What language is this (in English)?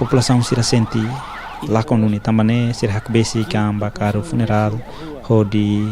Tetum